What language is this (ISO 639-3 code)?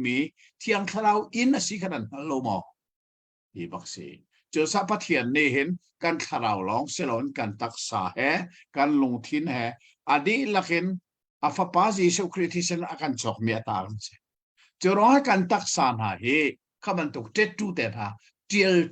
cnh